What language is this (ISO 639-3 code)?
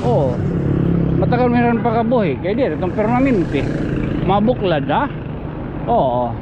war